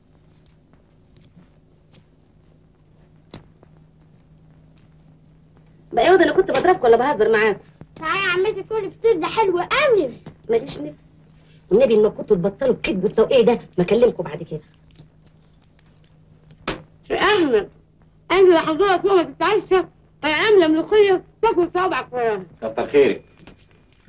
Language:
Egyptian Arabic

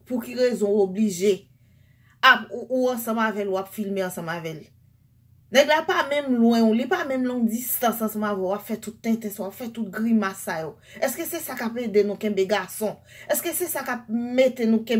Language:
Haitian Creole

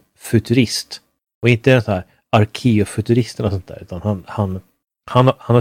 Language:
Swedish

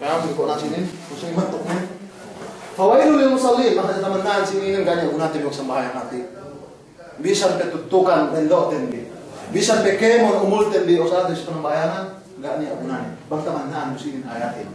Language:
Yakan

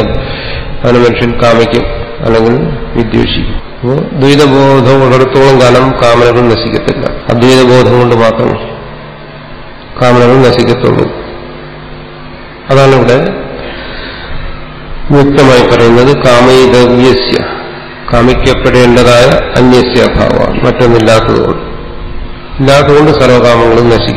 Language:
Malayalam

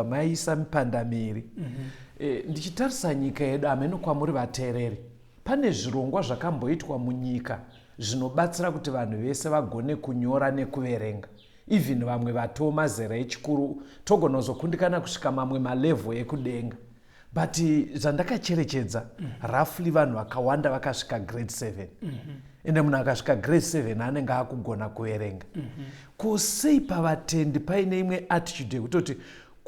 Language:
Shona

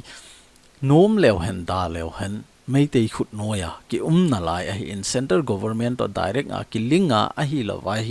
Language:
Thado Chin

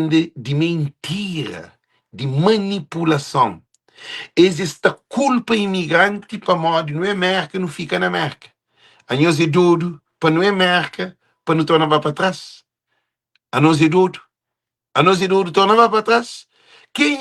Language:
Kabuverdianu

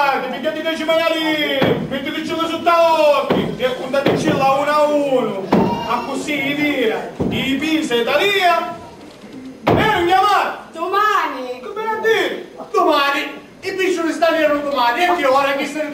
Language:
Sicilian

